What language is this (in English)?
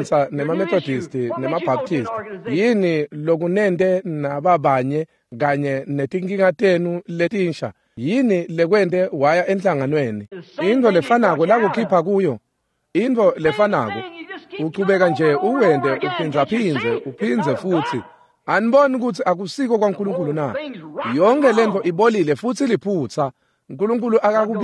Swati